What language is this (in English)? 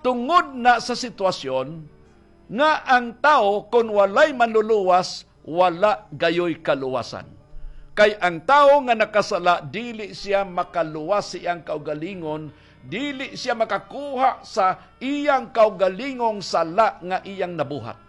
Cebuano